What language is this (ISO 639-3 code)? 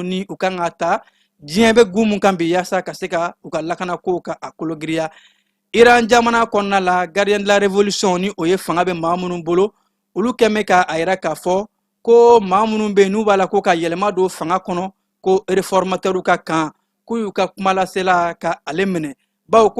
bam